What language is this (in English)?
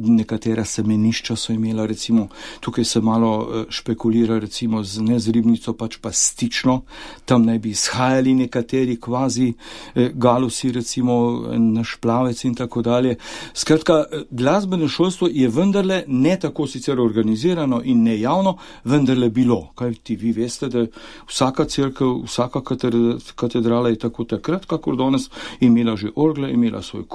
Slovenian